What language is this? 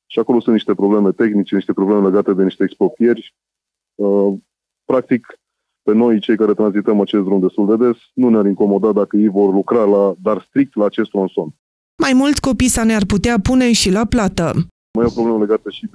Romanian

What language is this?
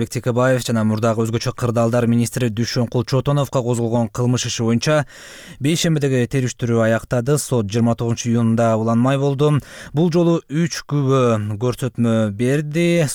Kyrgyz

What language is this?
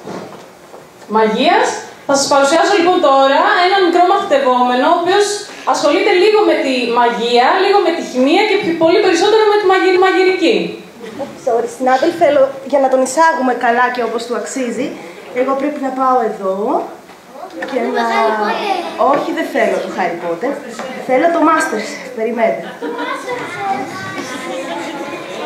Greek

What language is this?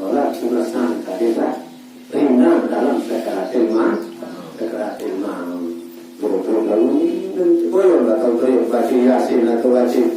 Sasak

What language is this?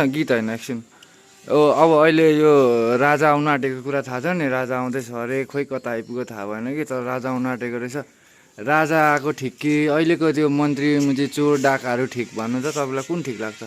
Nepali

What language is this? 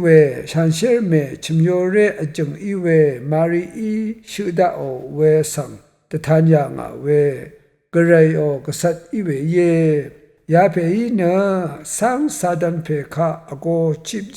Rawang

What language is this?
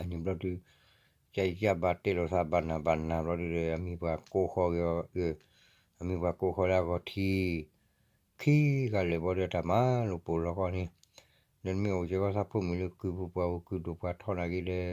S'gaw Karen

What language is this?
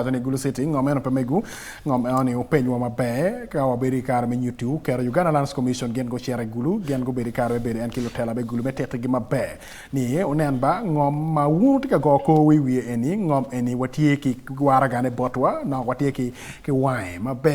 Acoli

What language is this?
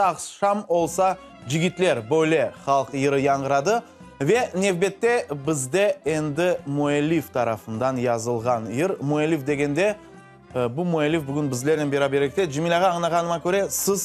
Crimean Tatar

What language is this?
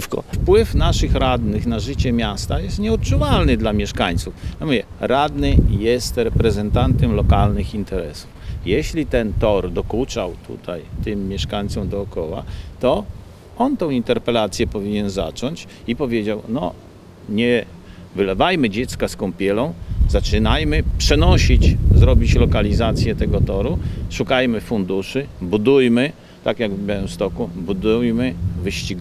Polish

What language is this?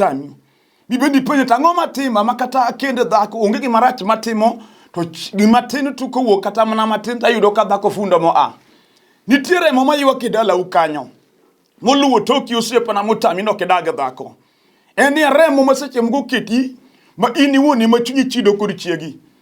Luo (Kenya and Tanzania)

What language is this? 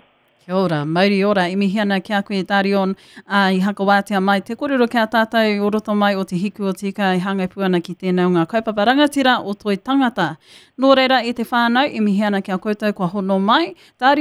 Māori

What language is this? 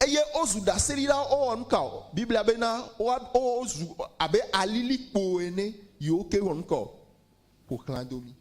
Ewe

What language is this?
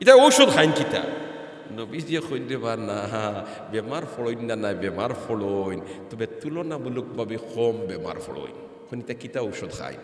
Sylheti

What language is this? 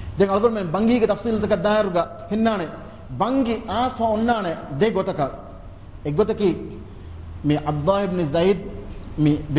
Divehi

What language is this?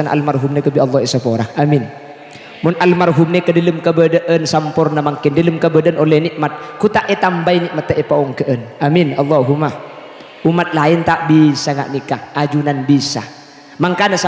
Madurese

